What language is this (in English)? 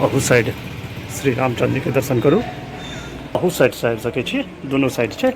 Maithili